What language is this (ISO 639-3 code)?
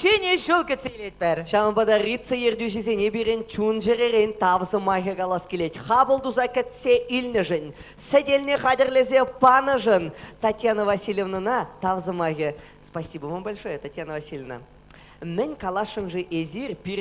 chv